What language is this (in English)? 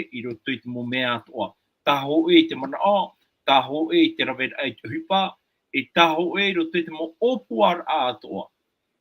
Tahitian